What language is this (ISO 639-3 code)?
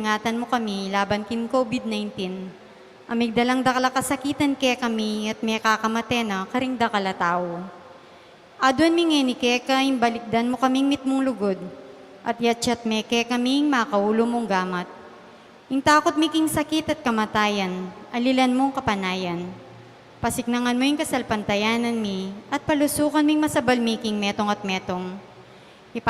pam